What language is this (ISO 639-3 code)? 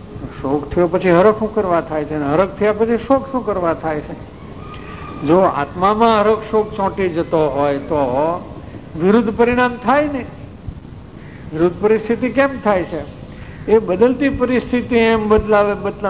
guj